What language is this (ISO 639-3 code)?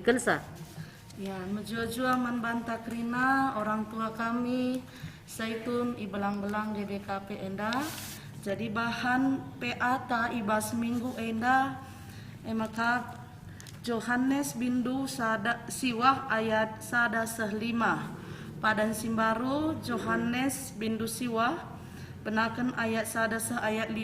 btx